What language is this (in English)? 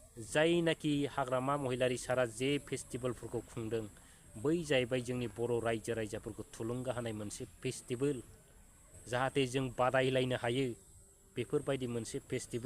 Bodo